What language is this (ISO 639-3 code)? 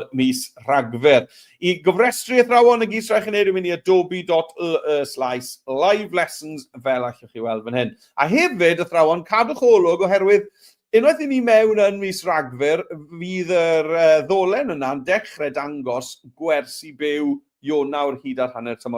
cym